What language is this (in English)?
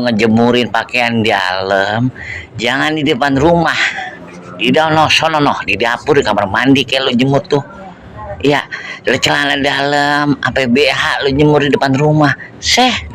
Betawi